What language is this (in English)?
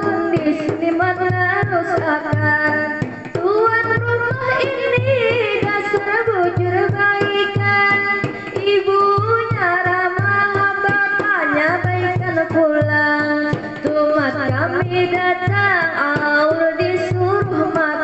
Banjar